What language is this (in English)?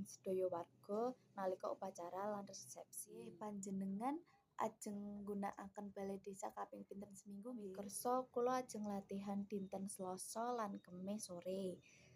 Javanese